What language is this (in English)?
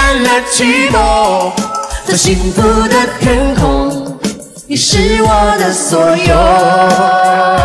Chinese